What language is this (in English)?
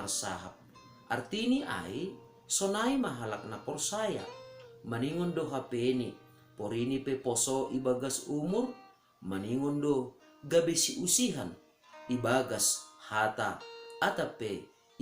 Batak Simalungun